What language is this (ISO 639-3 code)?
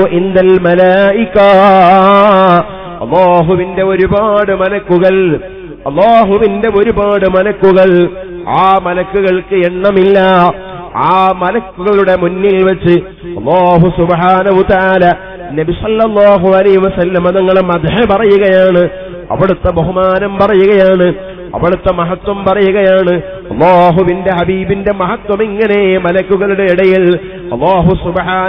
mal